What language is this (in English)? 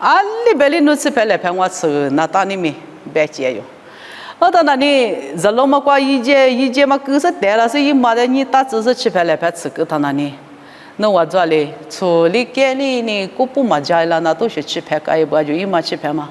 Lisu